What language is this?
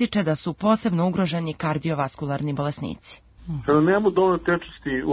Serbian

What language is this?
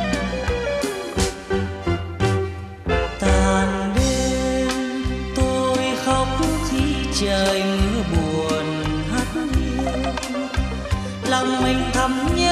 Vietnamese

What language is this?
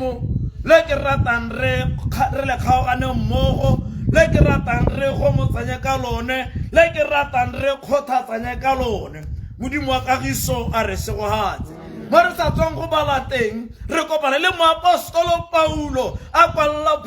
Tswana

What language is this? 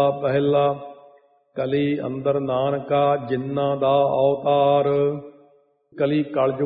Punjabi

